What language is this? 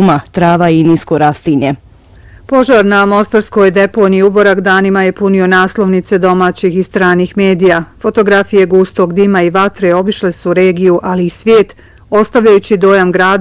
Bosnian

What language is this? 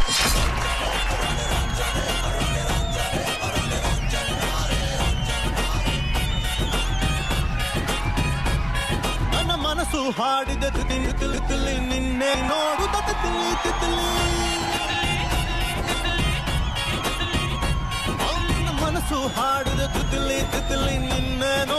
Kannada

